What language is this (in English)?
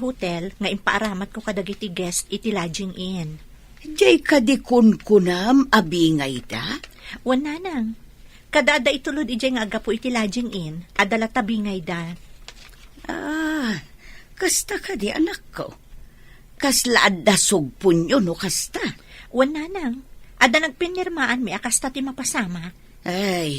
Iloko